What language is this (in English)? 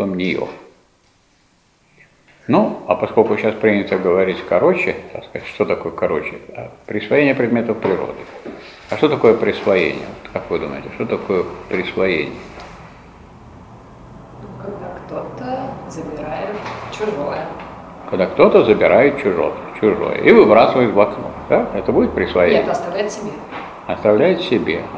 Russian